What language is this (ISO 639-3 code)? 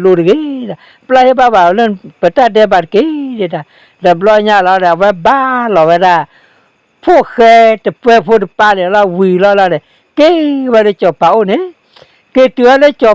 ksw